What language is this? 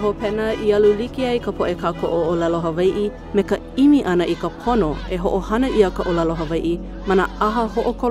Hawaiian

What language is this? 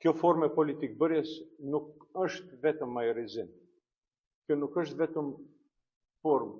Albanian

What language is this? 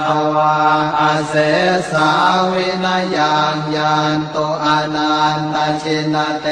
Pali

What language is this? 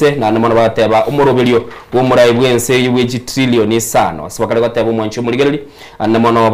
Gusii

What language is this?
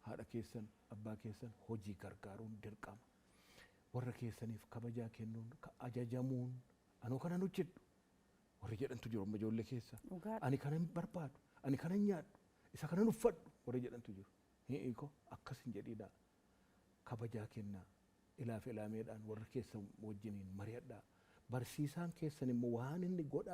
Oromo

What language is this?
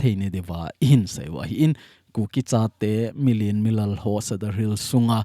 Thado Chin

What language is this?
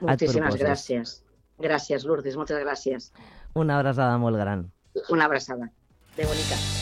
Catalan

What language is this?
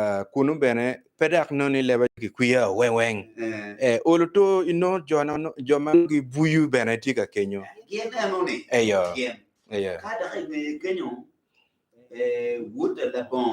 Acoli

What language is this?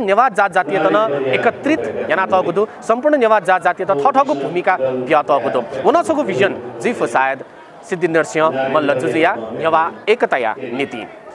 Newari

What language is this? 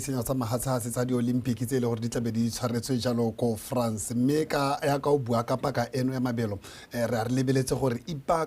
Tswana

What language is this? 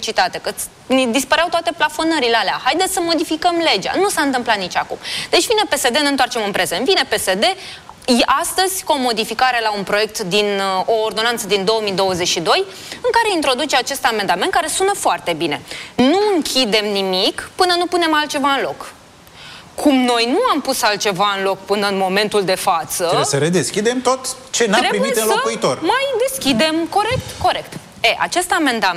Romanian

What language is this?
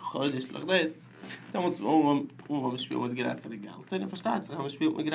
Yiddish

